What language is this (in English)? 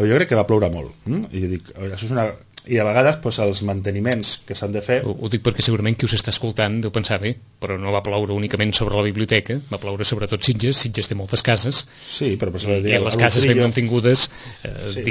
Catalan